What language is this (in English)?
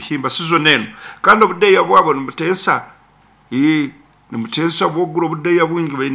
Nyoro